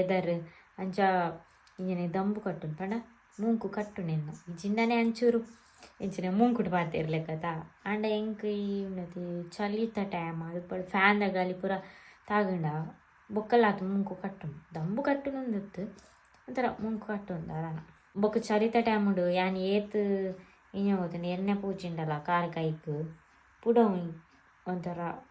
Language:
Tulu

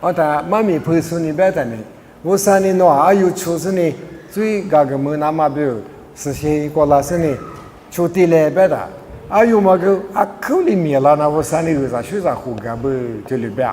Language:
Lisu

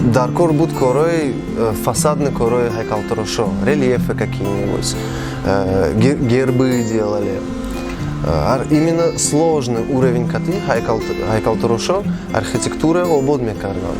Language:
Tajik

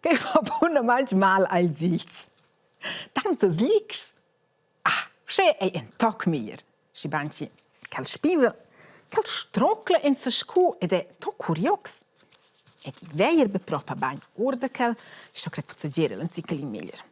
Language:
Romansh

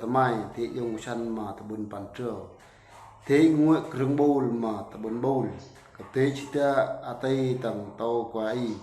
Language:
Eastern Bru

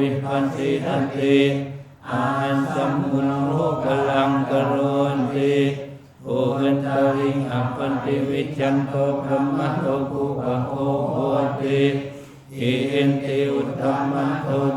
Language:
Pali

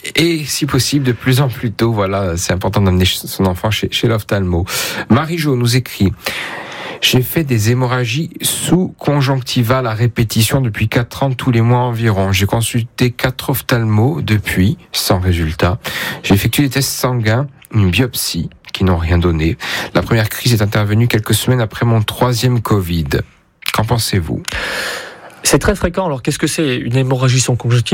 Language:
French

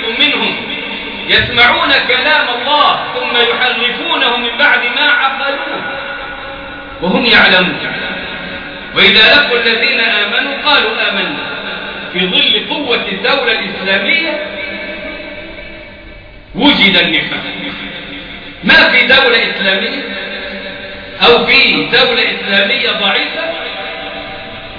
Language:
Arabic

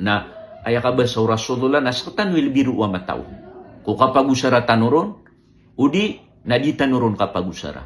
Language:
Maranao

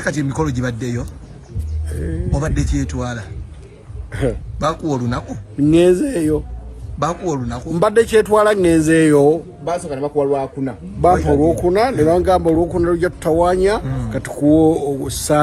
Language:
Ganda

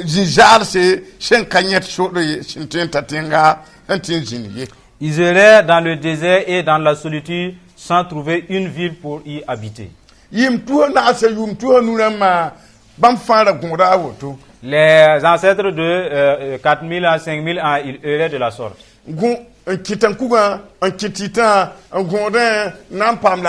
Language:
Mossi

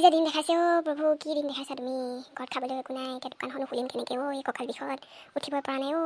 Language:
Assamese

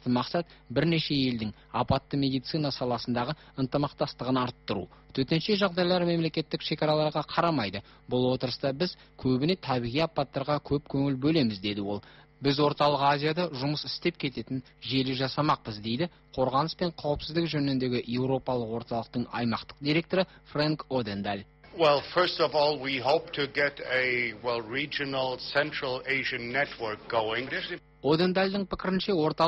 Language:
Kazakh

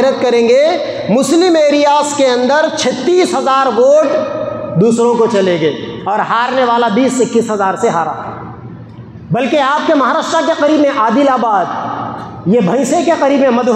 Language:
Urdu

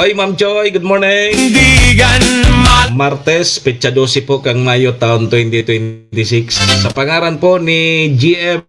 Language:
Bikol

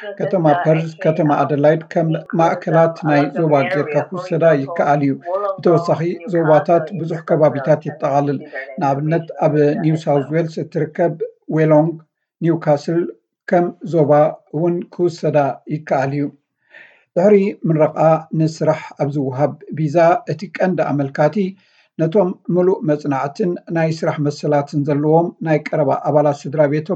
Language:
Tigrinya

